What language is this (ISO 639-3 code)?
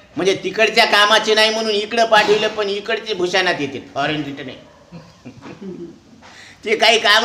mar